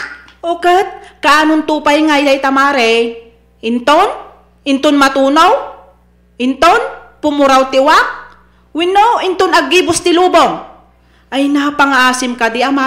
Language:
Iloko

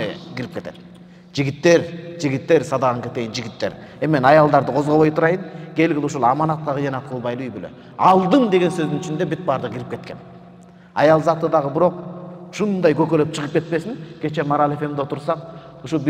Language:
Kyrgyz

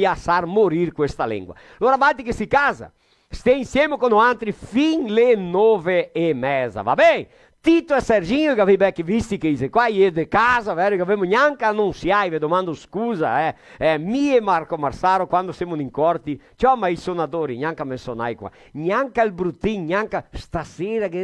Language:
Venetian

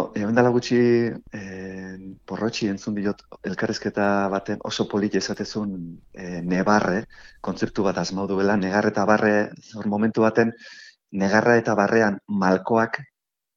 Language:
Basque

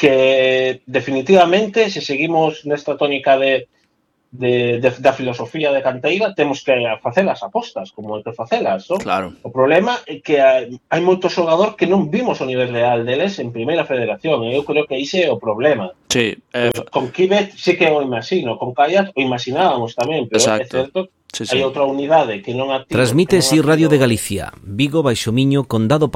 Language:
Galician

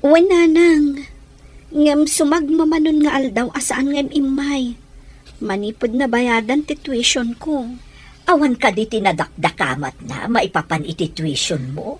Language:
Iloko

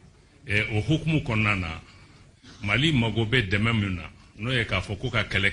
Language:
Bambara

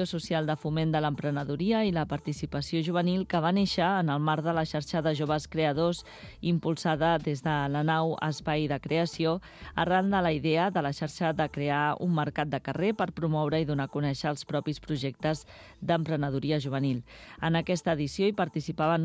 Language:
Catalan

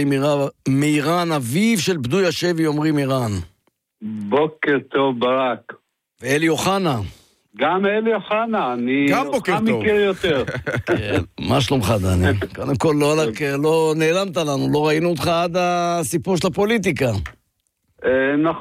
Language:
Hebrew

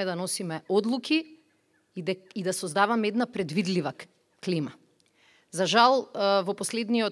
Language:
Macedonian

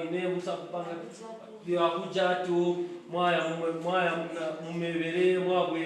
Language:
Kaonde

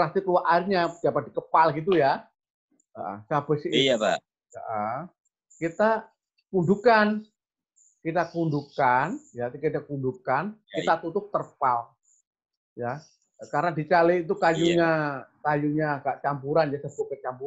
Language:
Indonesian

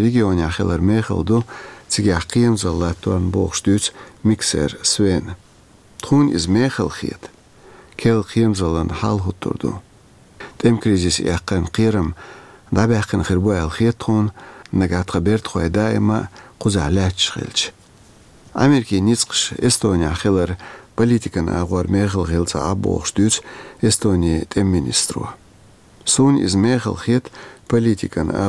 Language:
Chechen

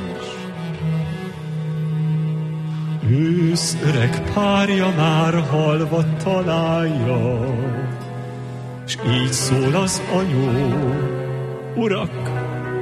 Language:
Hungarian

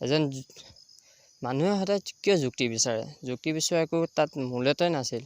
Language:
Assamese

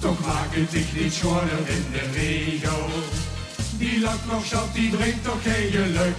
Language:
Limburgish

